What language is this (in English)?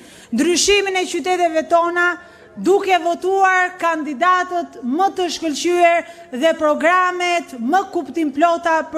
Albanian